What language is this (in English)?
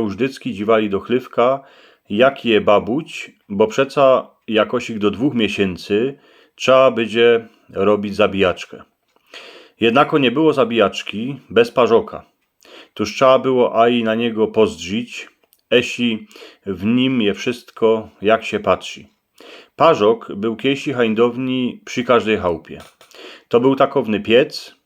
Silesian